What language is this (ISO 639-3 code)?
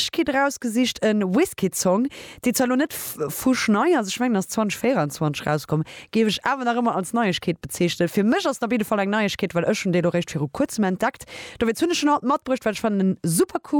ltz